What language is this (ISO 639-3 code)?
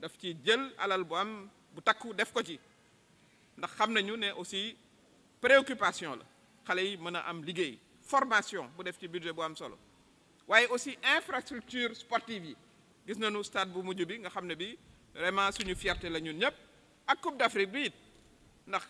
wol